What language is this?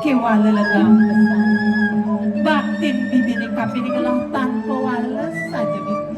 Balinese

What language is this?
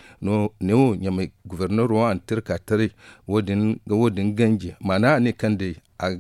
Zarma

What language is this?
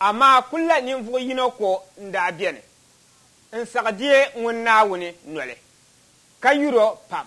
Dagbani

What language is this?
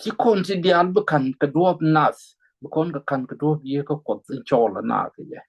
Nuer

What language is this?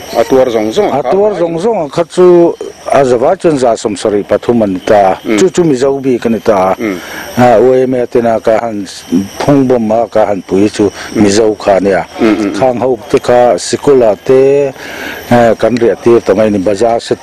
Mizo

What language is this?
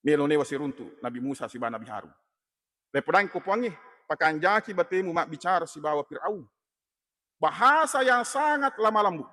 Buginese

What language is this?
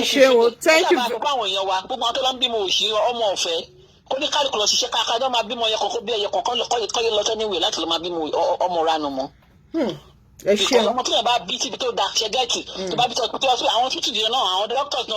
Yoruba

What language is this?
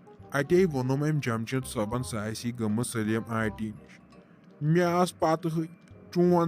Kashmiri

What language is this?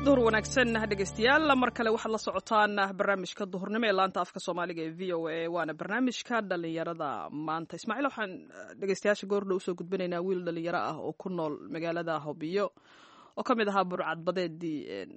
Somali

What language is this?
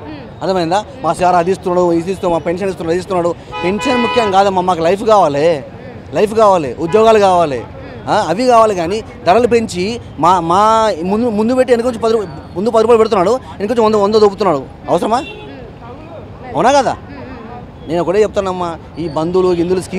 Telugu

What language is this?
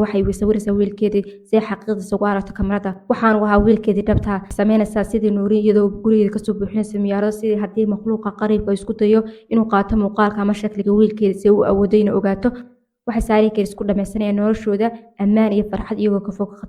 Somali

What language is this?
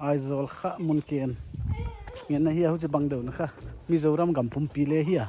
Paite Chin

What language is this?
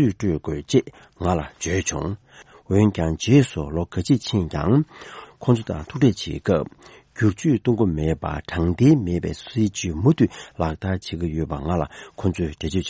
Tibetan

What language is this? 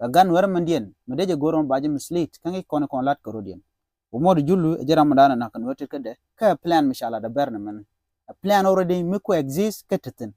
Nuer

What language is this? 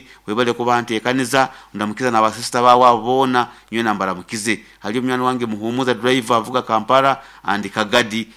Nyoro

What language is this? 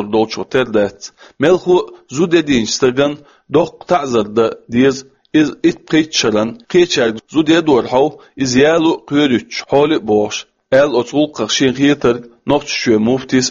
Chechen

